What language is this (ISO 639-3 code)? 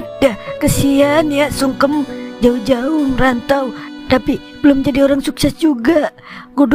bew